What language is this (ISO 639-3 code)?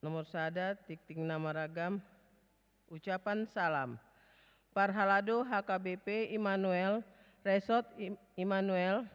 bbc